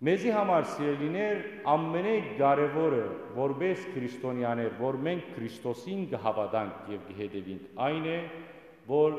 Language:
Western Armenian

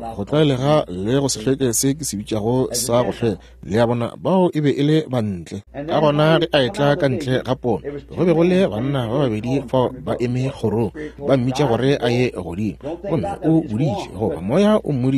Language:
Northern Sotho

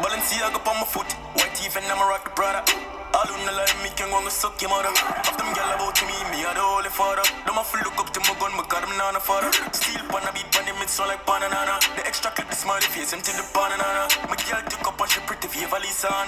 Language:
Jamaican Creole English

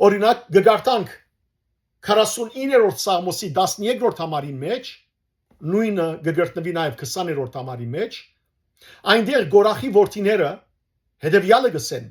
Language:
Western Armenian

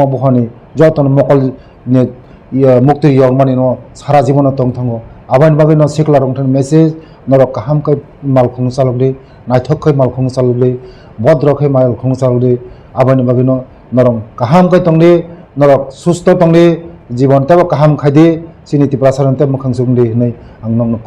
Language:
Kok Borok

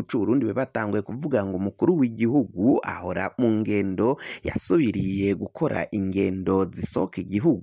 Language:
Rundi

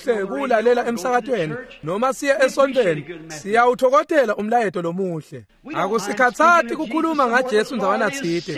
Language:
Swati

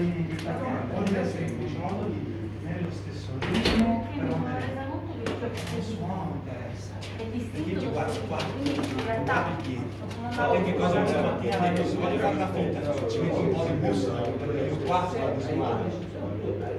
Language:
Italian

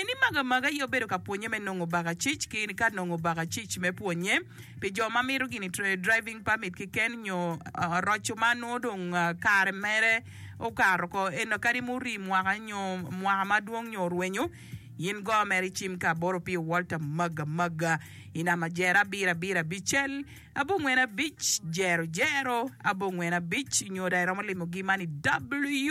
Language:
Acoli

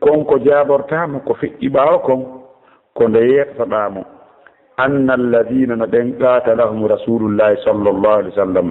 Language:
Fula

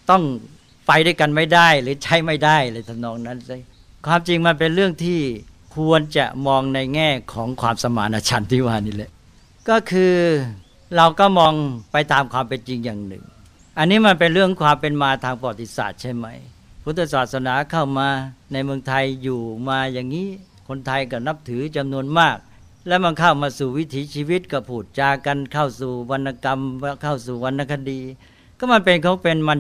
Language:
Thai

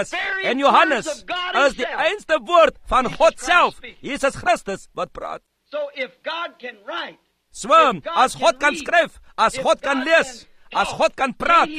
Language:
Afrikaans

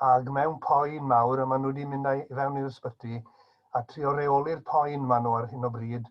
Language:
Welsh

